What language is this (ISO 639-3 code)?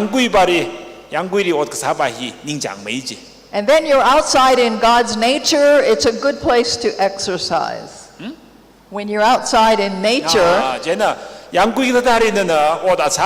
nmf